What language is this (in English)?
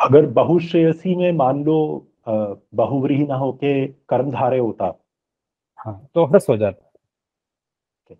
Sanskrit